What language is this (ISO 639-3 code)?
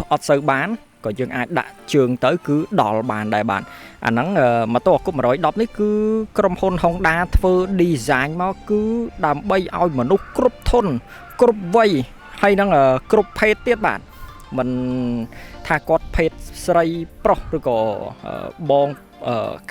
khm